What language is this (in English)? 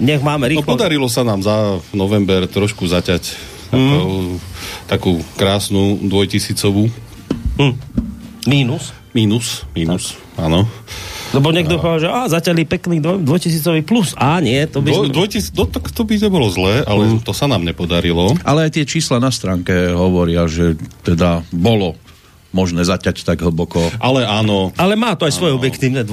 Slovak